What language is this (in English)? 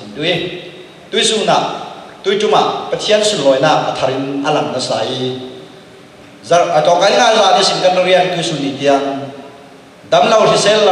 Falam Chin